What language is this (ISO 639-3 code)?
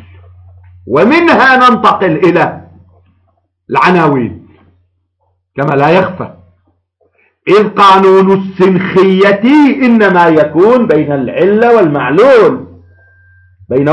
ara